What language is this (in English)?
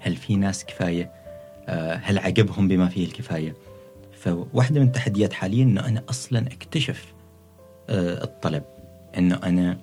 Gulf Arabic